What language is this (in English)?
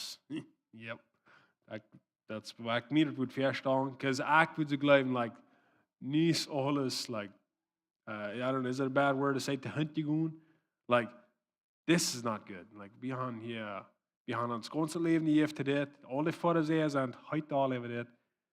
Plautdietsch